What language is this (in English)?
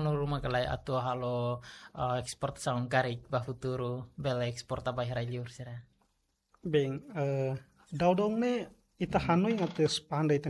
Tetum